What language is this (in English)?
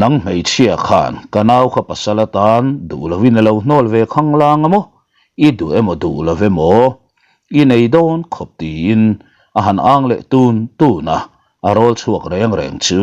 Mizo